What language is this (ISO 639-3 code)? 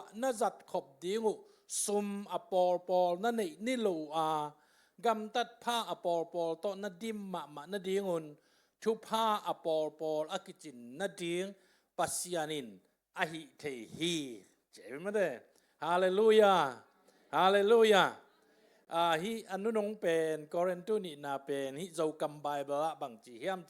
ctd